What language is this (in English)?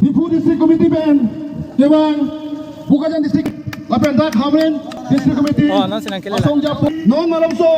Karbi